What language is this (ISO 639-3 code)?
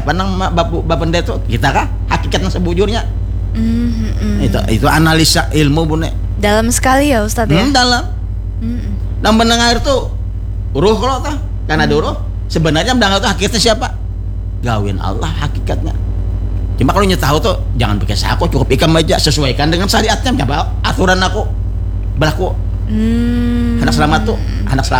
bjn